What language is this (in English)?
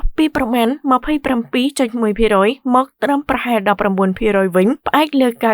Khmer